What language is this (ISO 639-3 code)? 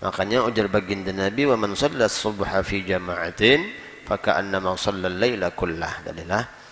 bjn